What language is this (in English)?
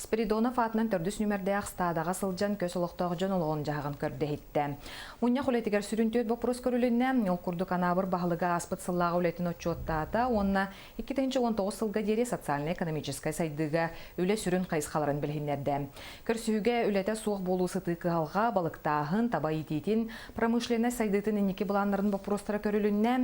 Yakut